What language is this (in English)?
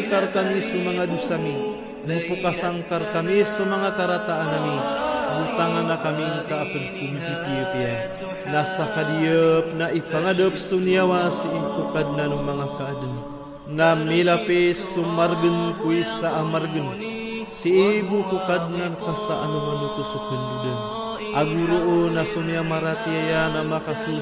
Maranao